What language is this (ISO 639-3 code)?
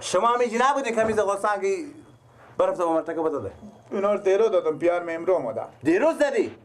fas